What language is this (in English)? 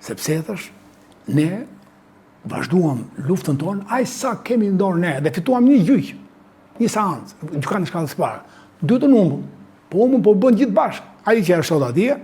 Albanian